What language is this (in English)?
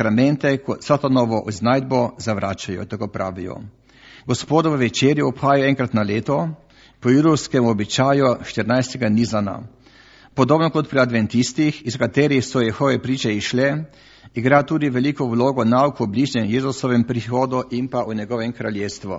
Slovenian